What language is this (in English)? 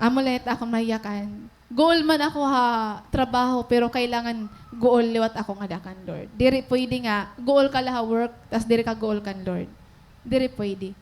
Waray